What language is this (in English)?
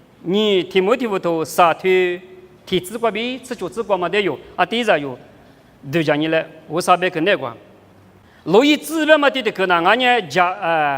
Lisu